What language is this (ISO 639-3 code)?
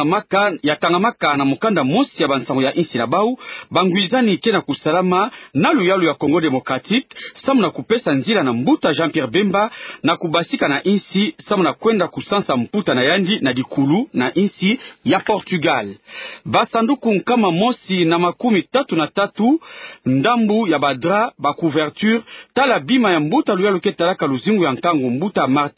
ktu